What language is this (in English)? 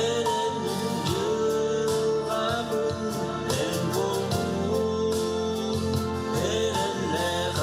Yakut